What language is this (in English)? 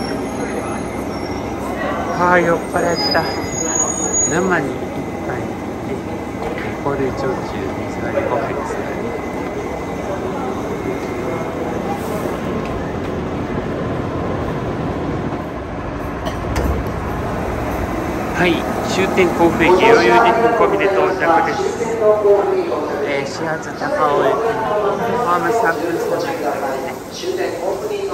Japanese